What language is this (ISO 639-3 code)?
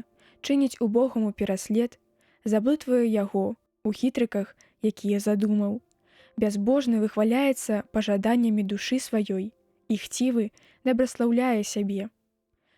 bel